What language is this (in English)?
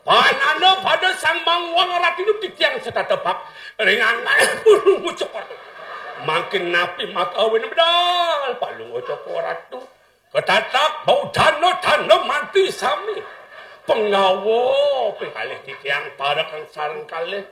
Balinese